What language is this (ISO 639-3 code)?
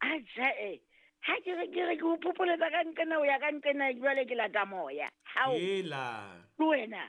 sot